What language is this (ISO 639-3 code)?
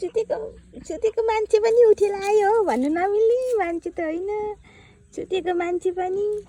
nep